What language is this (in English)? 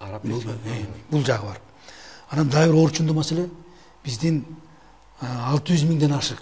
Kyrgyz